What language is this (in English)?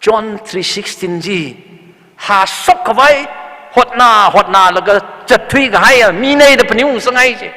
Tangkhul Naga (India)